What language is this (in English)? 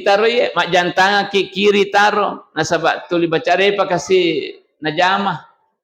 Buginese